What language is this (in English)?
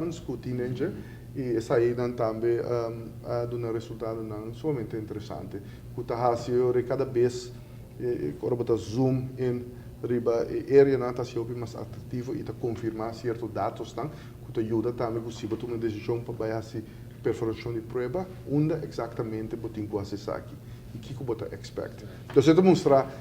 Papiamento